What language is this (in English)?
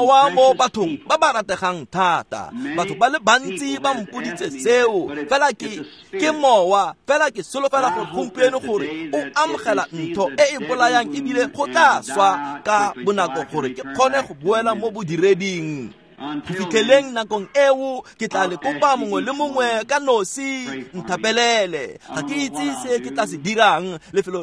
Tswana